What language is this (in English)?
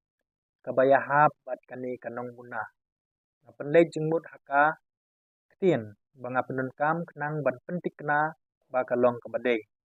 Khasi